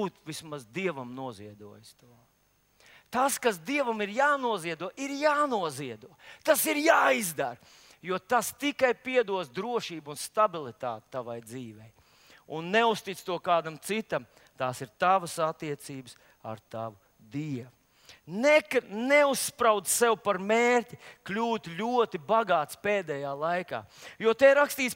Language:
Latvian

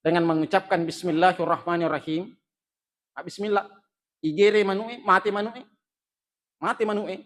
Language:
Buginese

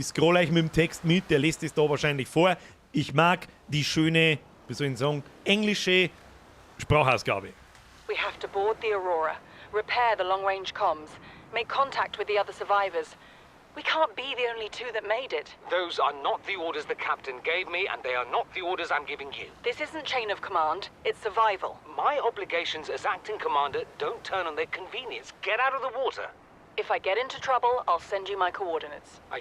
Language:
Bavarian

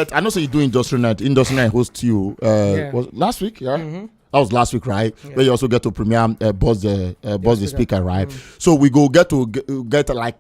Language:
Nigerian Pidgin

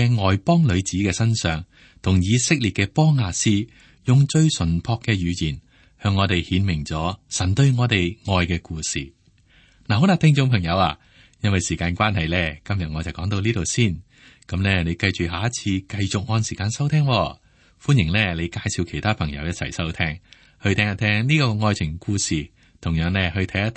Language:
Cantonese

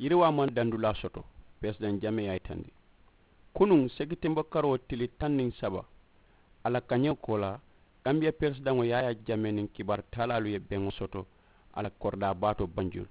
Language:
Mandingo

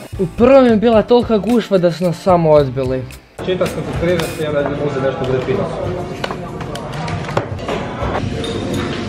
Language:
Croatian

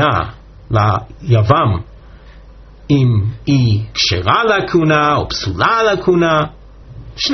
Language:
Hebrew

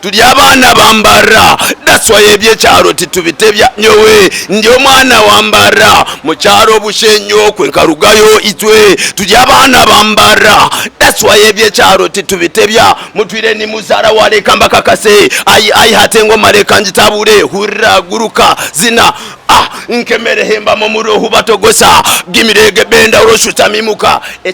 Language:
Nyankole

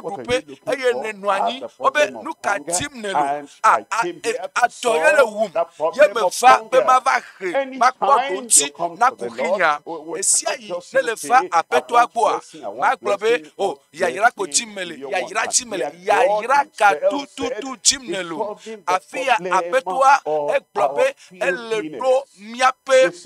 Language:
Ewe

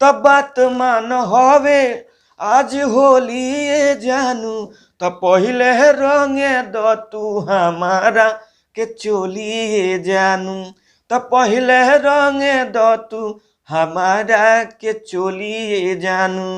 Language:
Bhojpuri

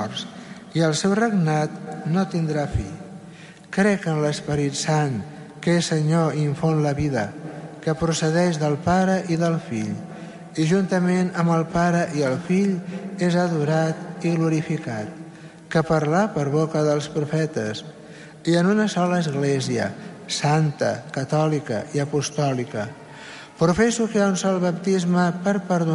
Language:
Catalan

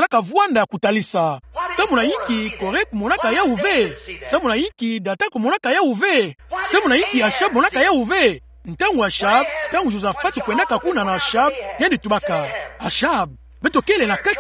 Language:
Kituba (Democratic Republic of Congo)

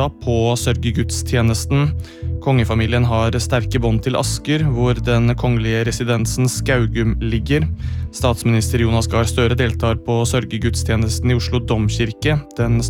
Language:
Norwegian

